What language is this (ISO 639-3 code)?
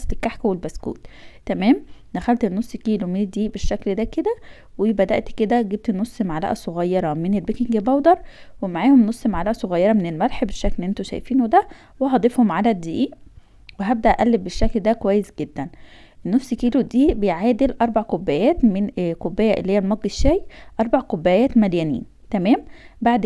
arz